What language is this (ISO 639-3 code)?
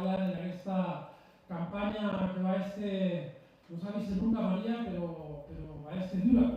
oci